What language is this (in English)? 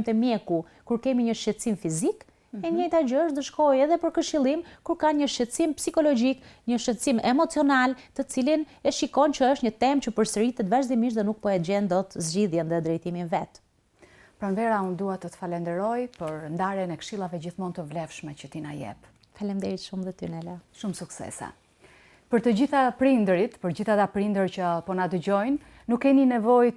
Albanian